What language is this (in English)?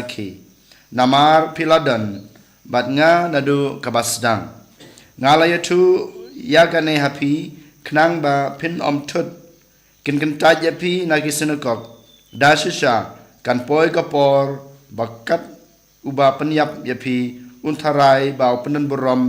Khasi